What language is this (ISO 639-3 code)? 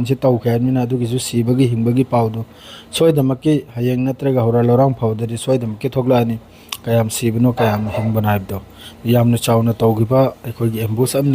mni